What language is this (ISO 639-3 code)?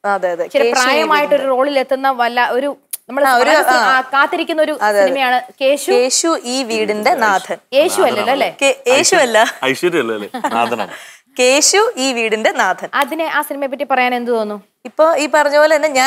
mal